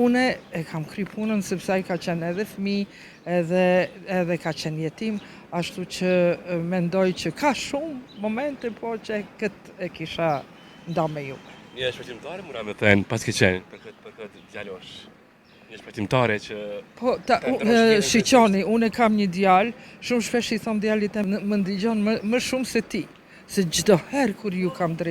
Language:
Albanian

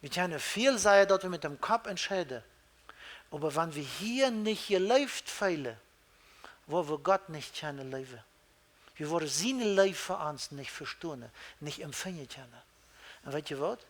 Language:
Plautdietsch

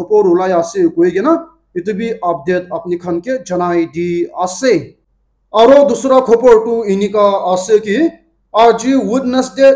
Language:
Naga Pidgin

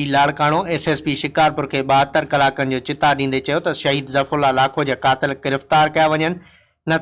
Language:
Sindhi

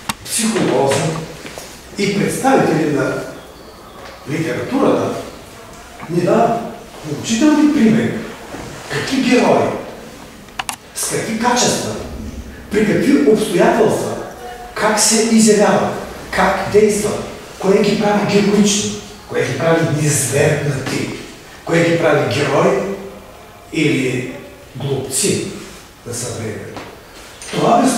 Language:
Bulgarian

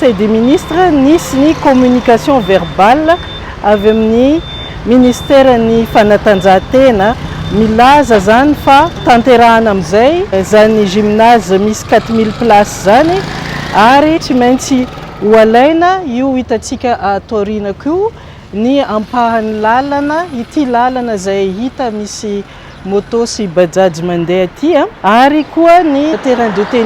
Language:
Malagasy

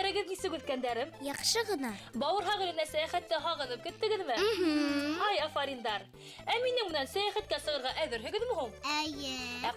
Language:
Bashkir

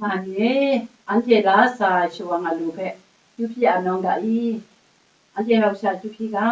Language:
Kachin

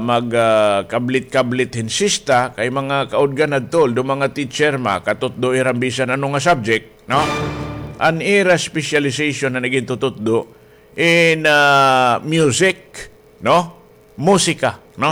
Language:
Waray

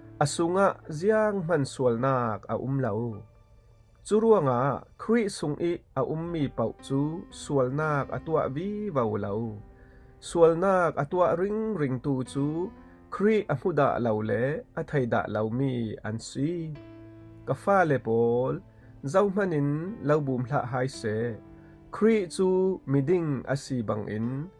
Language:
Falam Chin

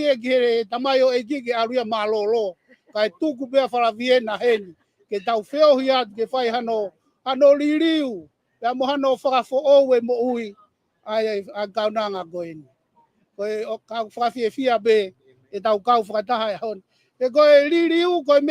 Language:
Tongan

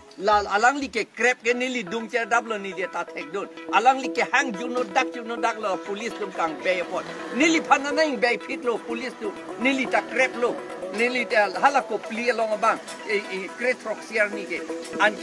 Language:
Karbi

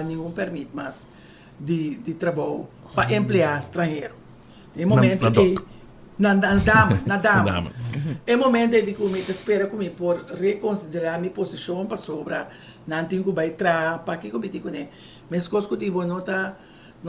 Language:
Papiamento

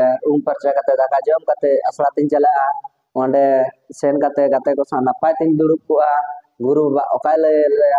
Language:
Santali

